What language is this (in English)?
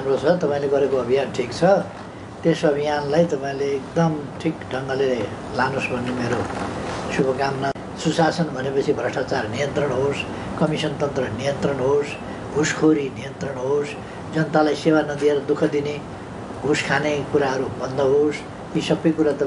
Nepali